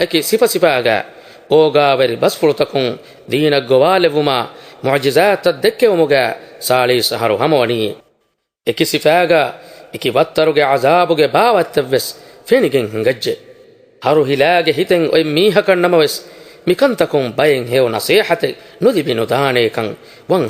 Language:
Divehi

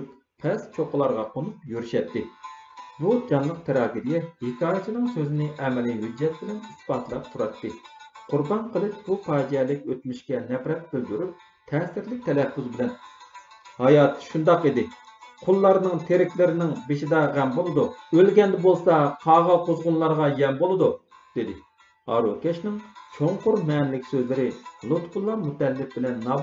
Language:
Uyghur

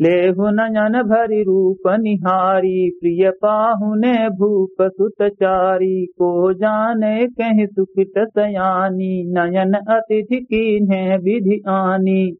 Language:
Awadhi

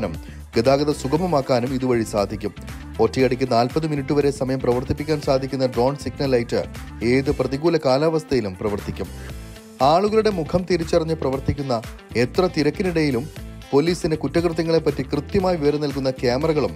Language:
Malayalam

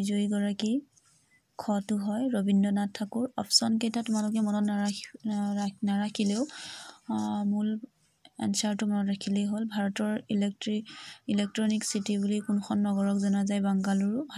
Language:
Assamese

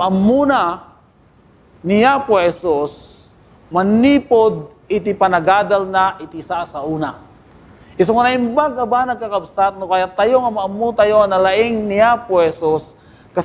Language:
Iloko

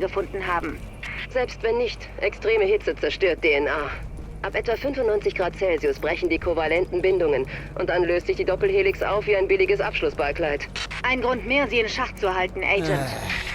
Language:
Swiss German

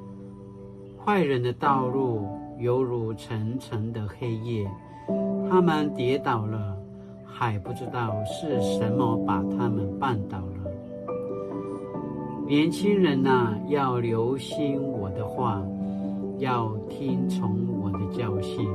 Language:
Paiwan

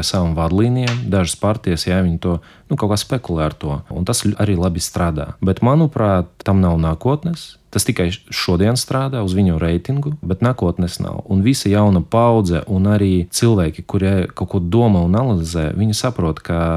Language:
Latvian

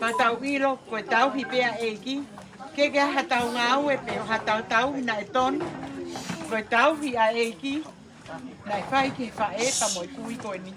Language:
Tongan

